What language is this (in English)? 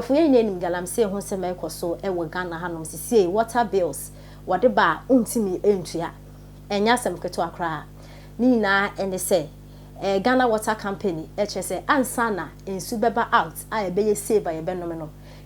Akan